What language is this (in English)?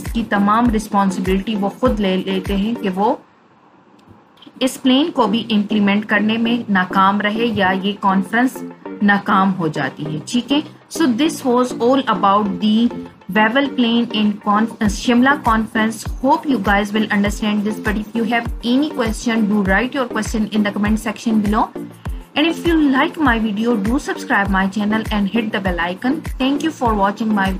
Urdu